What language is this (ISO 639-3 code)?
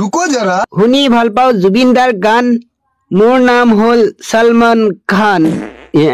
asm